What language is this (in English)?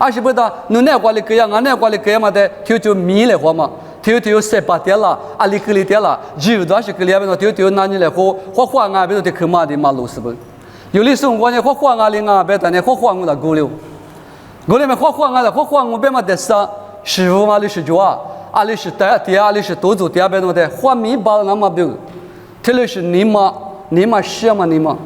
Lisu